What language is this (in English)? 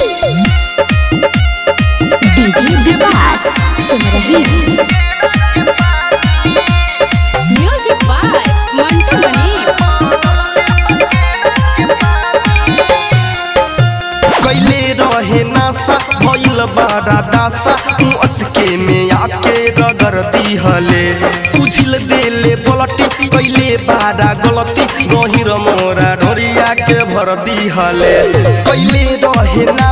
Bhojpuri